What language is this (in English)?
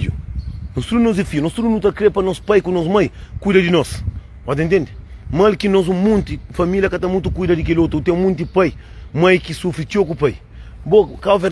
Kabuverdianu